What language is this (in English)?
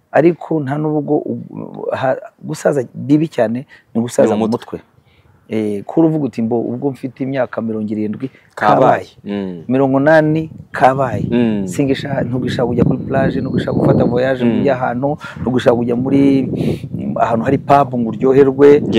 Kinyarwanda